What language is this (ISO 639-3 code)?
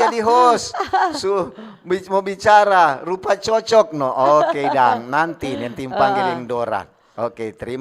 xmm